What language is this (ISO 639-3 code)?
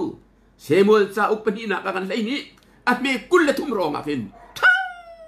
cnh